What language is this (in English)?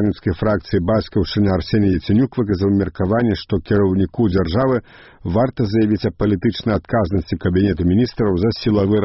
Belarusian